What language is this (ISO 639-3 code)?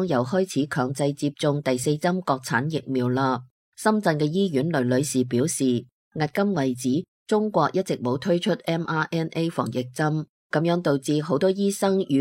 yue